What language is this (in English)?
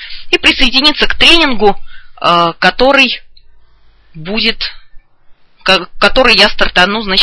Russian